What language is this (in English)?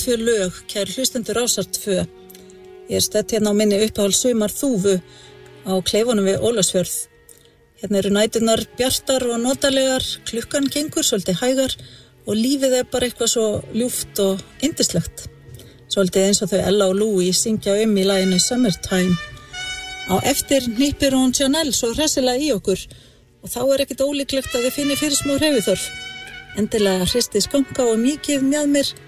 Icelandic